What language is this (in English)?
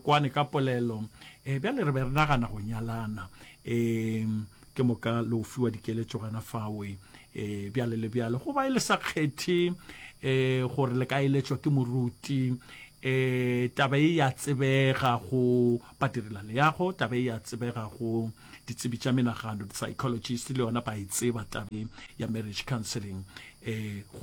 Northern Sotho